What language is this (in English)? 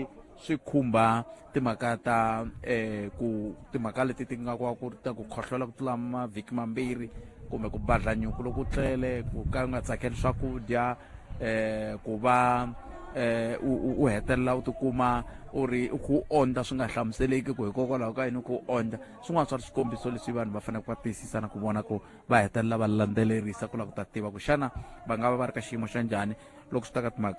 Tsonga